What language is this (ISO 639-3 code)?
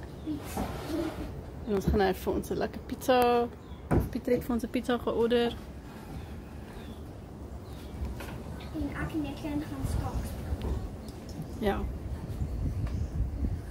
afr